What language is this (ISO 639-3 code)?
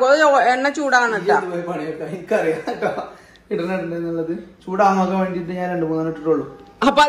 mal